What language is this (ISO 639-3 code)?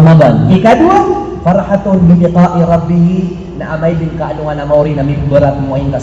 mrw